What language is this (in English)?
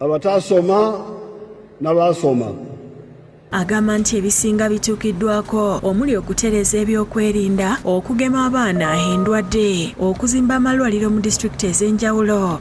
Ganda